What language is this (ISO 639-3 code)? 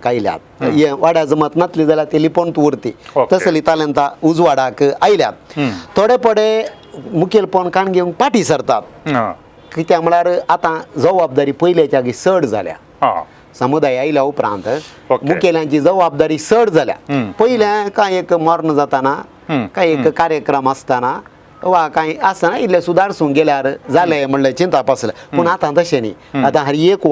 kok